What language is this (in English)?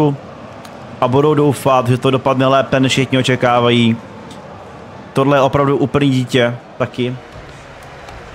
Czech